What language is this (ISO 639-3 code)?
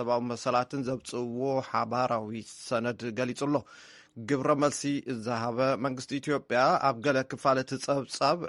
tir